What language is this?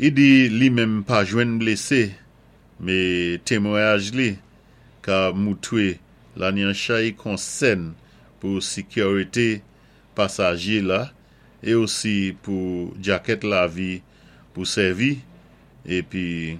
Saint Lucian Creole French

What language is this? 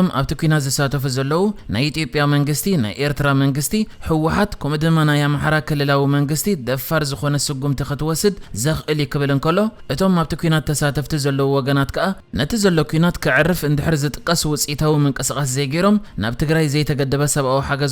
Tigrinya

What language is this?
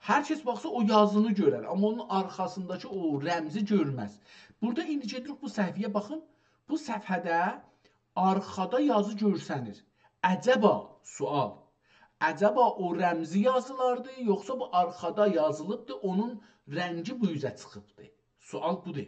South Azerbaijani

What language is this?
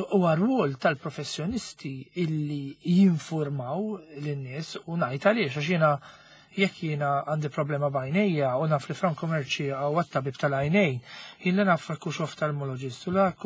Maltese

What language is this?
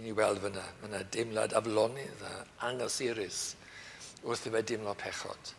Welsh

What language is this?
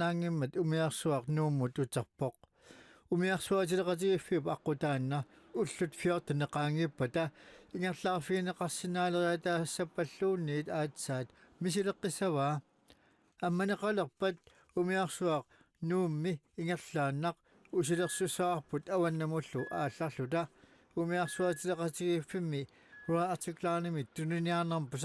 Kalaallisut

